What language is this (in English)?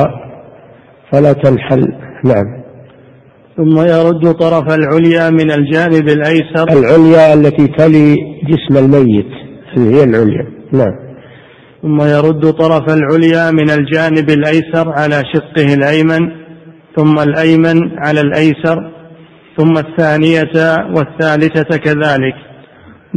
Arabic